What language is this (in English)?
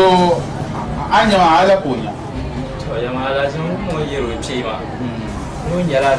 Dagbani